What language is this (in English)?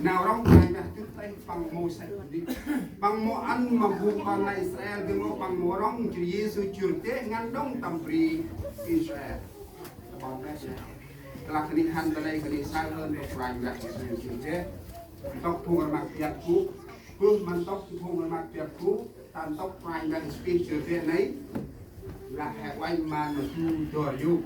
Central Mnong